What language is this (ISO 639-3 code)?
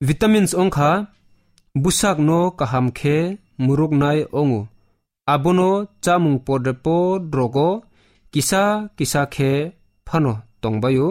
trp